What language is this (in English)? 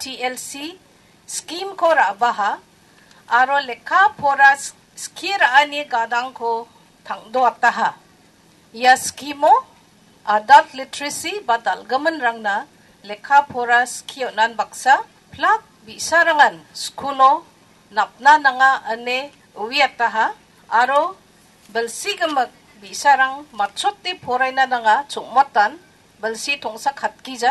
Garo